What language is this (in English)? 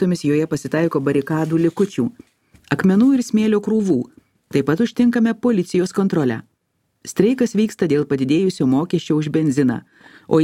Lithuanian